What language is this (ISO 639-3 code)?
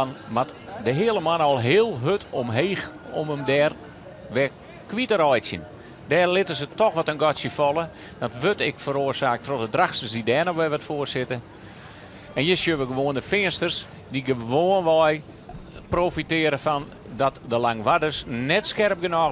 fry